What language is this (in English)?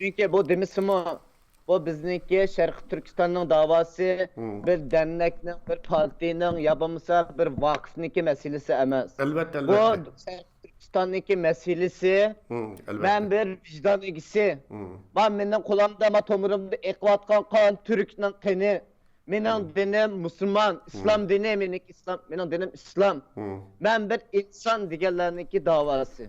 Uyghur